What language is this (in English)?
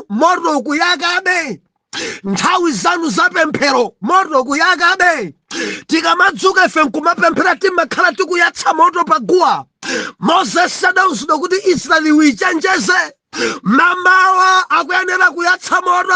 Nyanja